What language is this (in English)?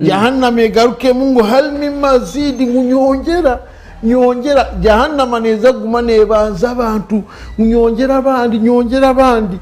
Nyankole